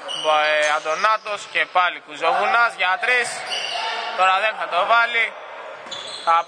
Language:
Greek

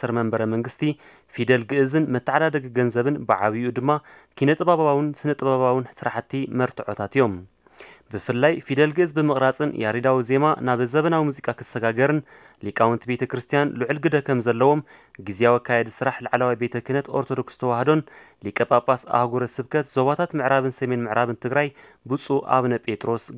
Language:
Tigrinya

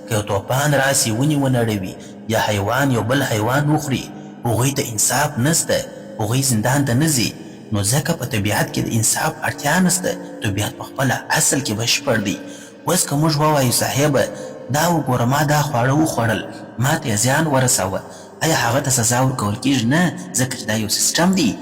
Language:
Pashto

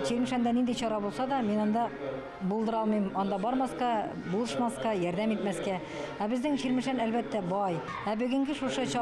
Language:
Tatar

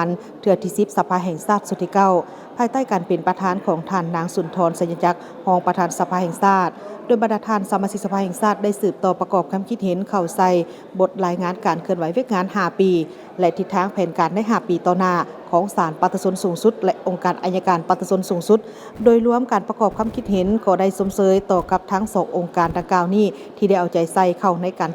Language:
Lao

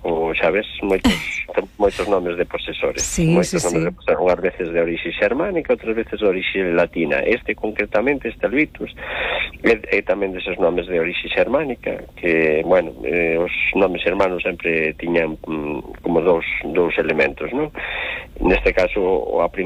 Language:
Galician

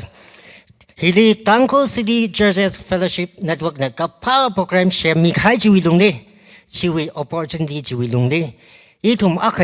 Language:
Tangkhul Naga (India)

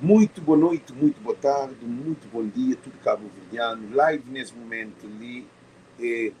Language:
Kabuverdianu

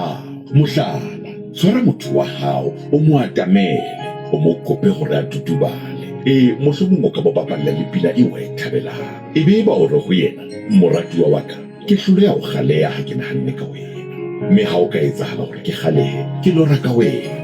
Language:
Southern Sotho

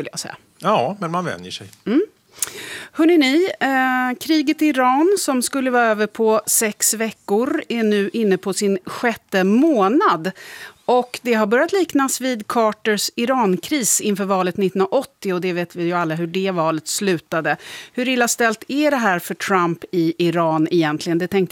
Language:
Swedish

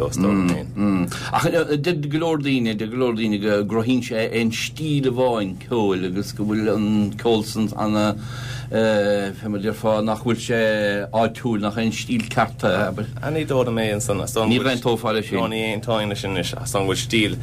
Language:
Irish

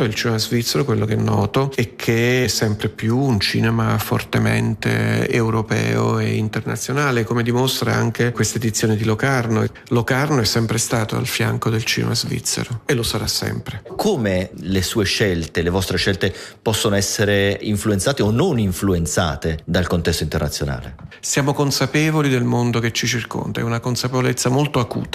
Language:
Italian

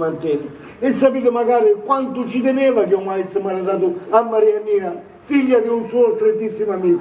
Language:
Sicilian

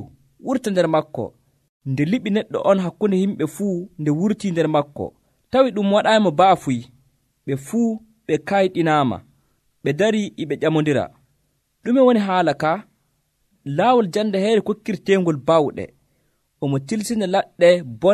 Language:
Nigerian Fulfulde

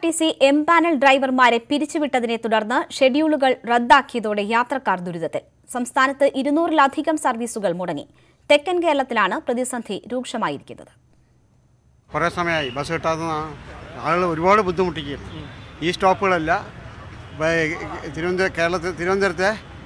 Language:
Malayalam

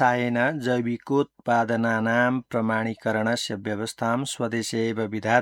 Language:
Sanskrit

